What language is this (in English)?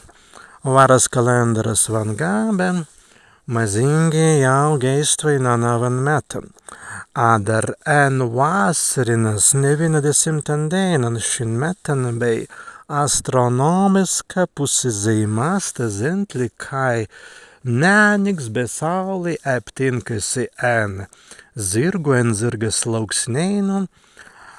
Prussian